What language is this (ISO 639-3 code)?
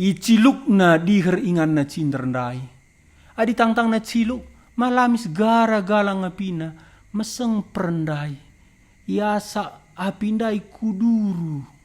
btx